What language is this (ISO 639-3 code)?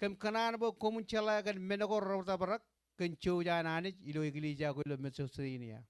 mah